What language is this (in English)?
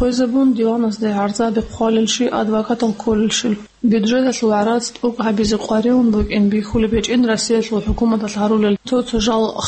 Avaric